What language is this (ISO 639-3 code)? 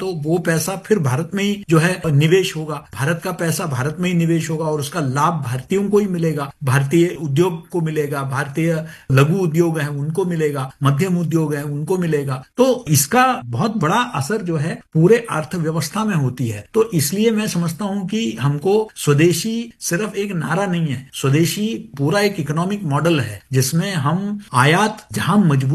hin